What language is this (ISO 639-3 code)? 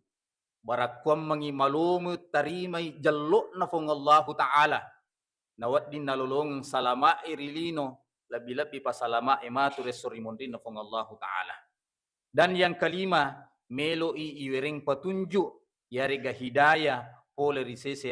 bug